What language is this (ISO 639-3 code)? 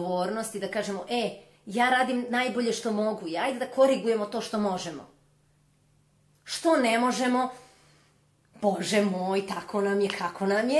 srp